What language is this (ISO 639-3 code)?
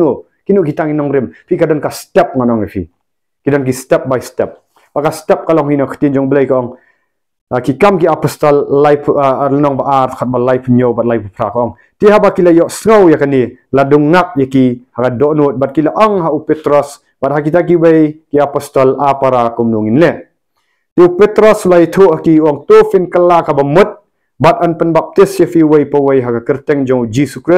kha